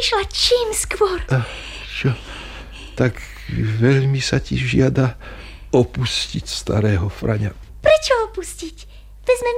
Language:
Slovak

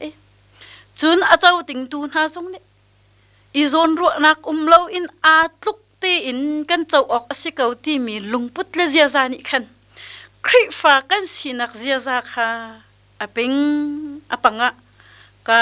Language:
Hakha Chin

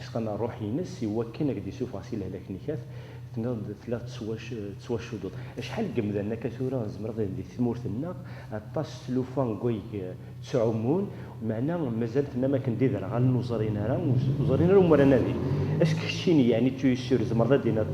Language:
Kabyle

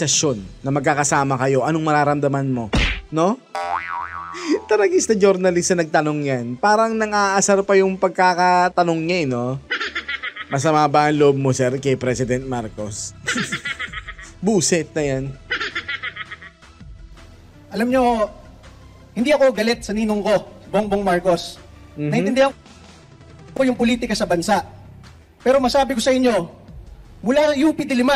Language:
Filipino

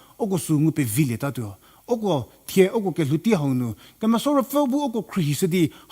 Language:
Angami Naga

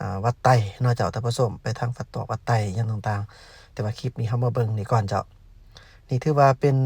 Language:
Lao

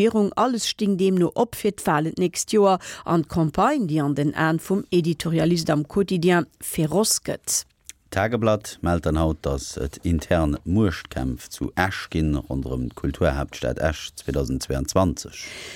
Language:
Luxembourgish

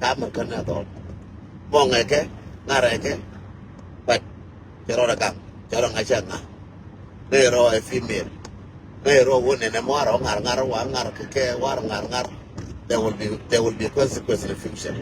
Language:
Nuer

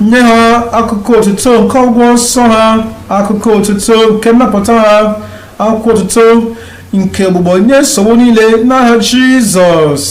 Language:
Igbo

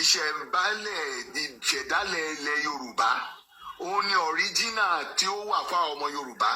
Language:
Yoruba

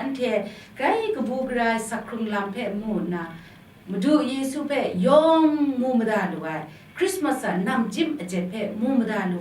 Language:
Kachin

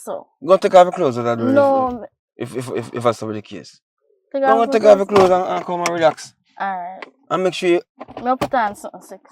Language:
Jamaican Creole English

